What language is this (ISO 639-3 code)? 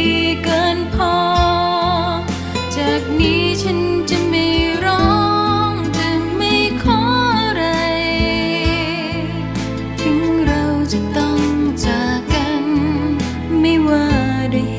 tha